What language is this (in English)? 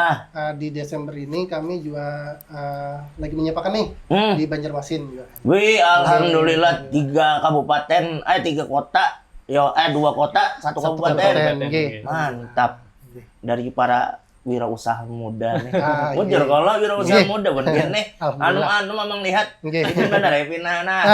Banjar